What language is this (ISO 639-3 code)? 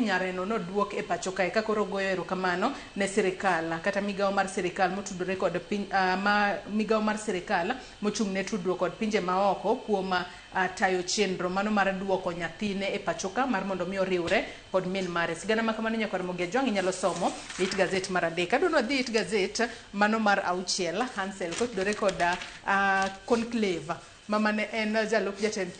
luo